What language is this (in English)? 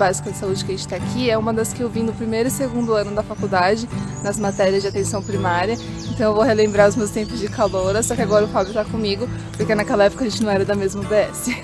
Portuguese